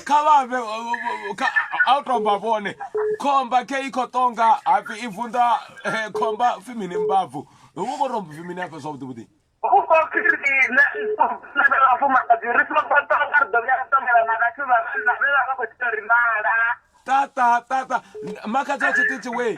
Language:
Venda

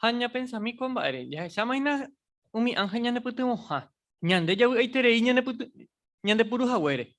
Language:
Guarani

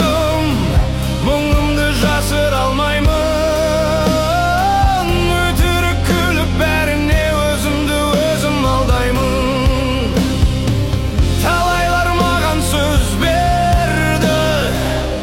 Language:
Kazakh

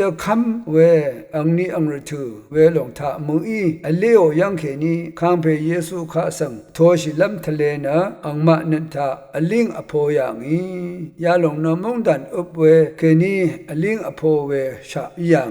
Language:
Rawang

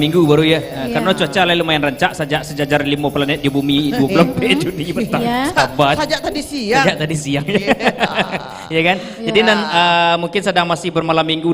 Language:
Minangkabau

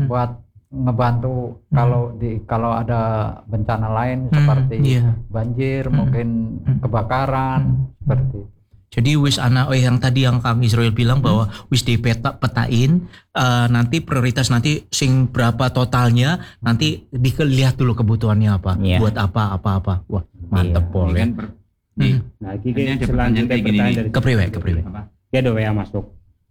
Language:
Indonesian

